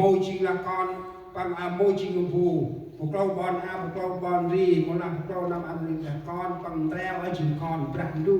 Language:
Central Mnong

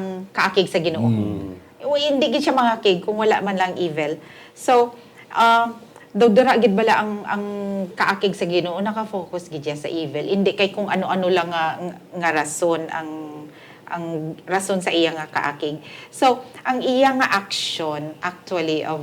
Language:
Hiligaynon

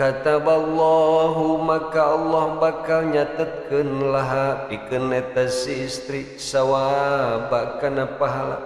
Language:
Sundanese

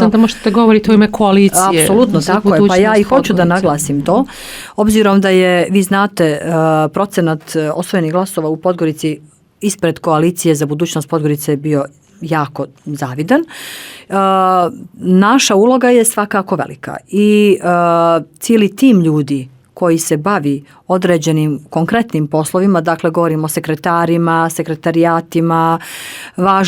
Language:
Bosnian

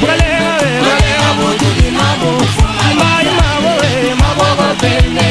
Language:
Luba-Lulua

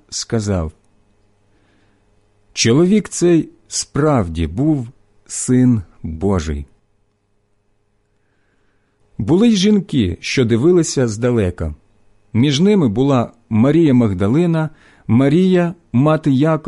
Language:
Ukrainian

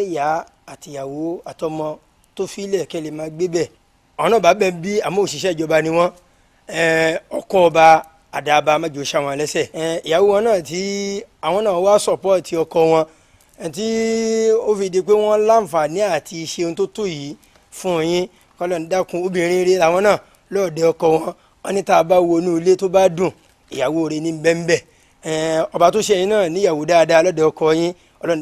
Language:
Yoruba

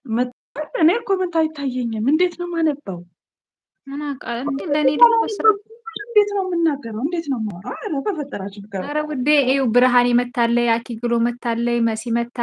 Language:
Amharic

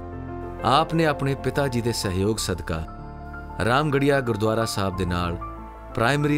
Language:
Punjabi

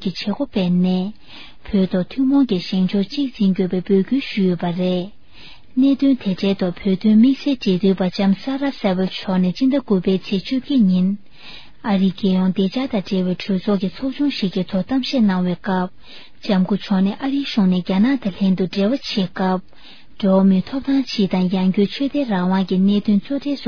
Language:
Tibetan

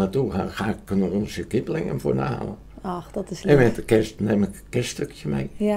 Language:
Dutch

